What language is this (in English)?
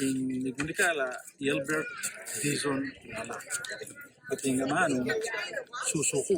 Pampanga